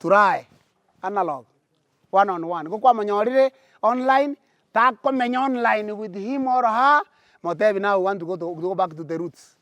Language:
Gusii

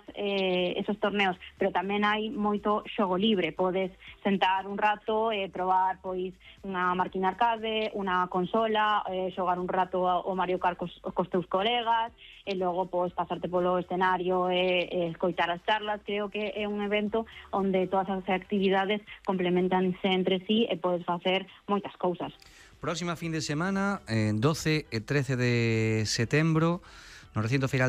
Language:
Galician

